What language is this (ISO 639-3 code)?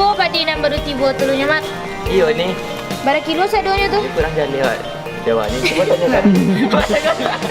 min